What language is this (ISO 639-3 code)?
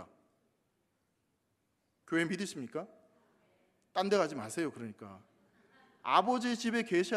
kor